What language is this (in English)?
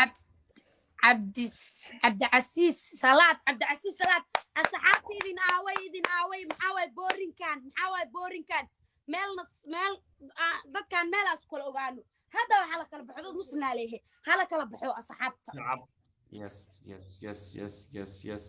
Somali